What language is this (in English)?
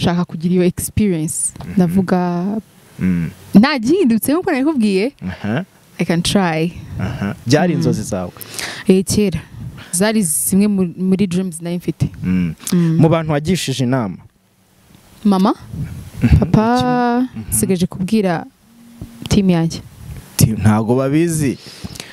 Kinyarwanda